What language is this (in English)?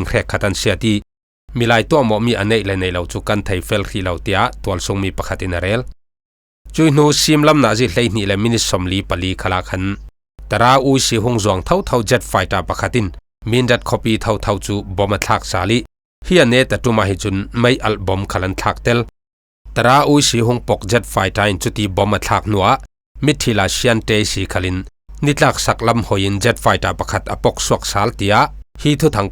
Falam Chin